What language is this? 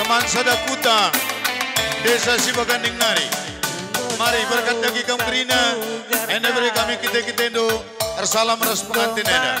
Batak Karo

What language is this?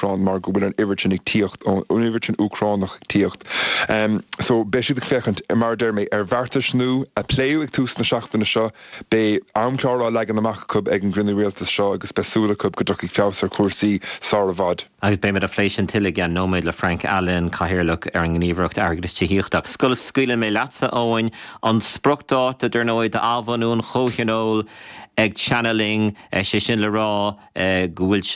Irish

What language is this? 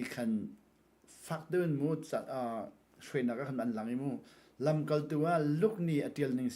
Hakha Chin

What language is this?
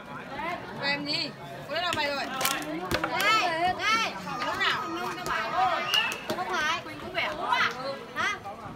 Vietnamese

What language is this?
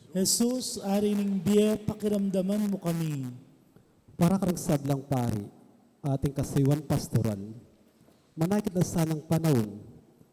Pampanga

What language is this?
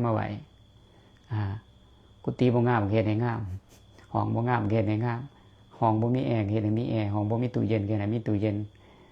Lao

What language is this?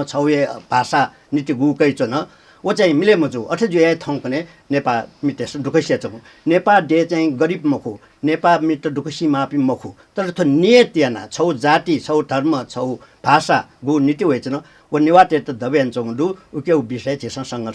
Newari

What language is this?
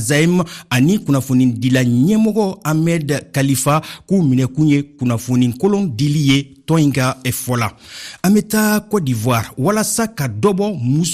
Bambara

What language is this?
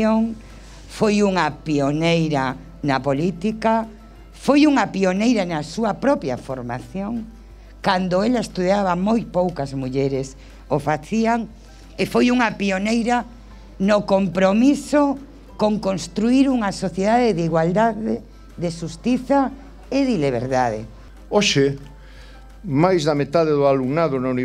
Galician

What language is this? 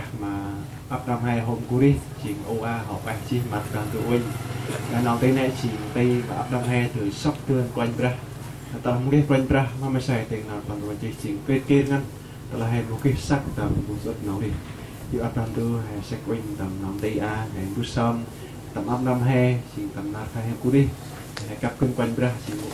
Central Mnong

